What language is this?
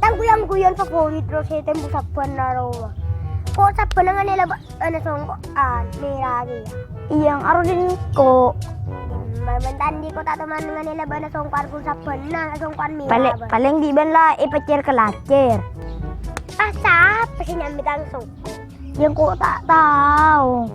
Madurese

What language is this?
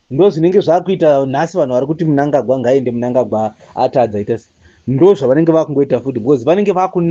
Shona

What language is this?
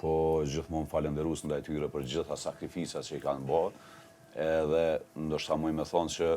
Albanian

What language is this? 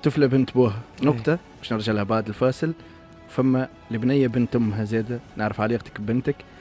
Tunisian Arabic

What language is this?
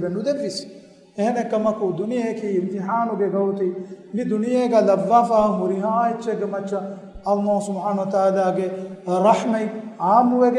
Divehi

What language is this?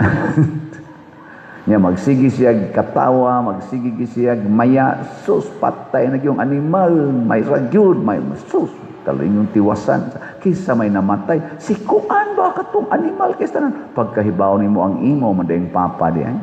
Cebuano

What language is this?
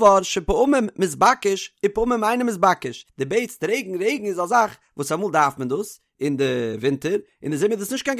Yiddish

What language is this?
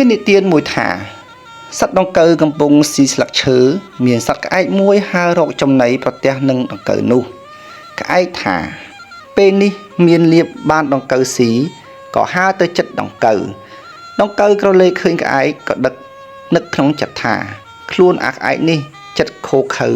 Khmer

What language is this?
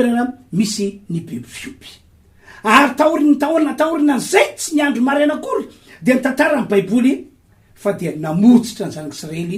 Malagasy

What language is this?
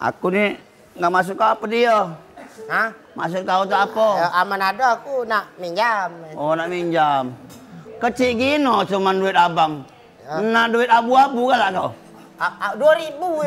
Musi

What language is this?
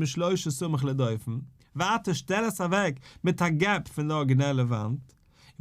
Yiddish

